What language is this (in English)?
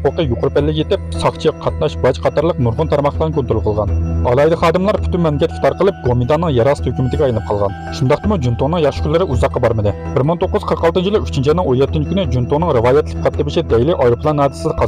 Uyghur